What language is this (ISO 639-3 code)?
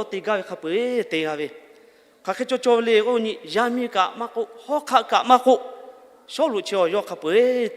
lhu